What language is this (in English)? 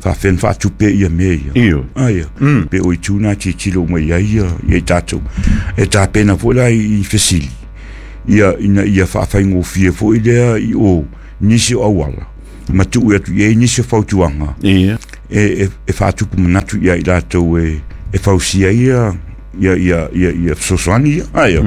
Samoan